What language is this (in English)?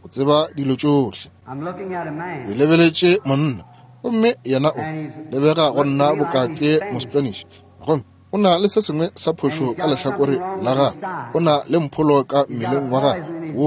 Northern Sotho